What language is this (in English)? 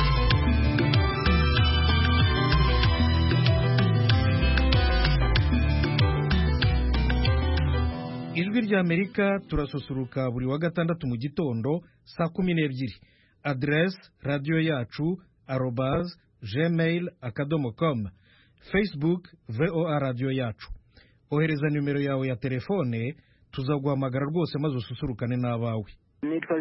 Kinyarwanda